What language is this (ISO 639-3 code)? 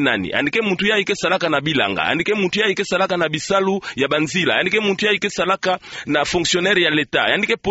ktu